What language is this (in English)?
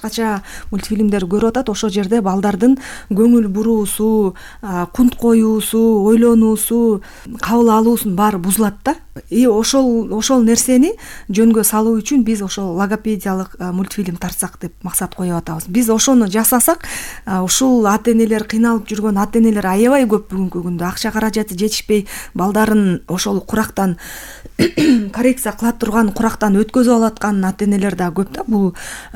Kyrgyz